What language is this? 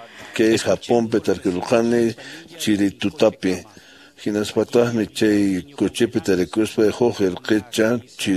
Quechua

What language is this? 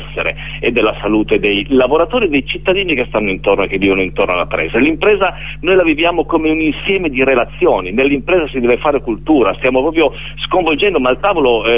Italian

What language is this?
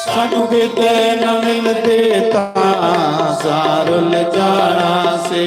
Dogri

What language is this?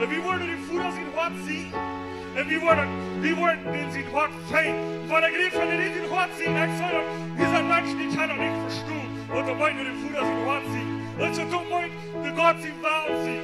Plautdietsch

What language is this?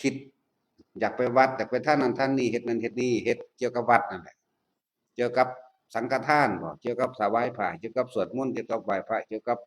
Northeastern Thai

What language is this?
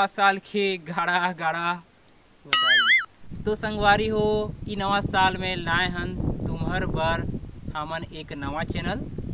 Chhattisgarhi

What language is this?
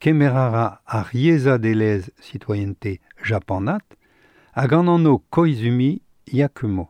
Breton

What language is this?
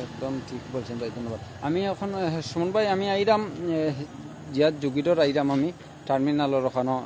Sylheti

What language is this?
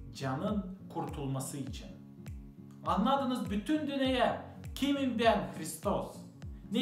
Gagauz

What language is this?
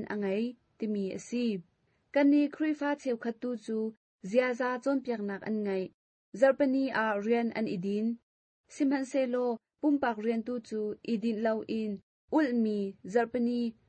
Hakha Chin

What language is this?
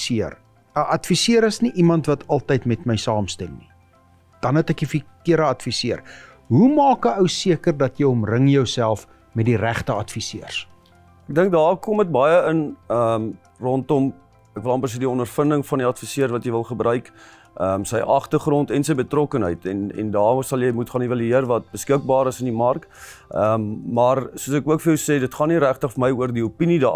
Afrikaans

